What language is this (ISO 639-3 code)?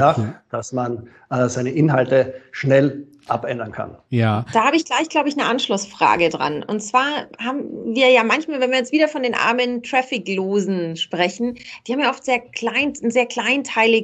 deu